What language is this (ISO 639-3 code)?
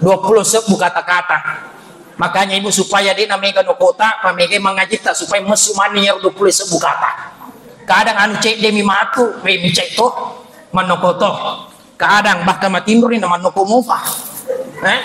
bug